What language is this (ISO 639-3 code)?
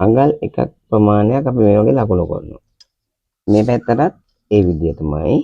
sin